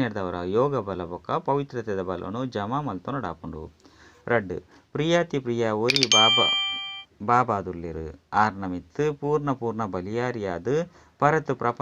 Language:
Tulu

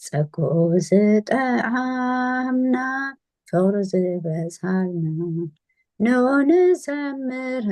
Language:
Tigrinya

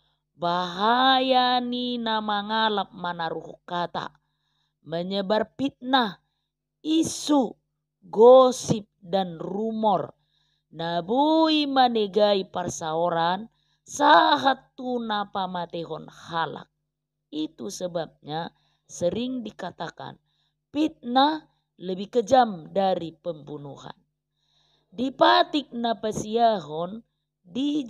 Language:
Batak Toba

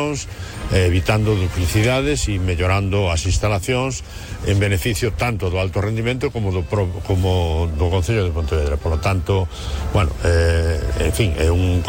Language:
Galician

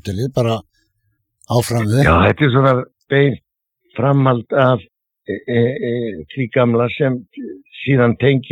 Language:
Icelandic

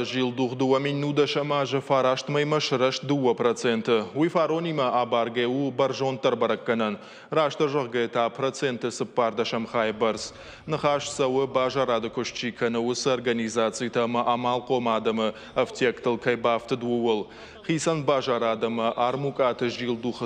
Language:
Ossetic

